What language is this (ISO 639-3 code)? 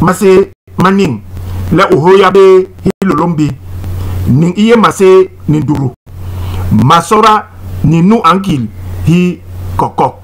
bas